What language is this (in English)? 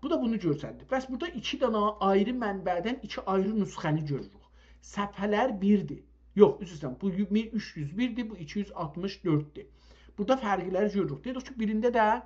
South Azerbaijani